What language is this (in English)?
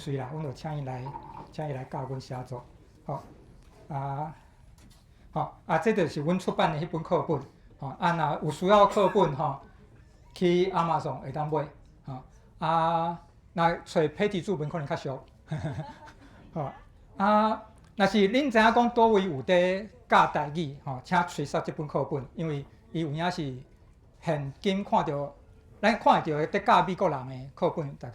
Min Nan Chinese